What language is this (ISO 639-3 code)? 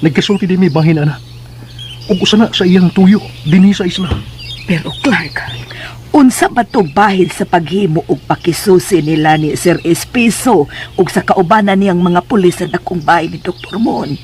ceb